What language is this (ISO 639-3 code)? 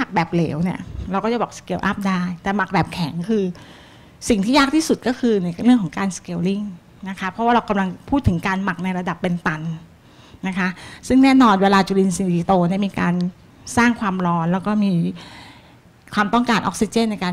tha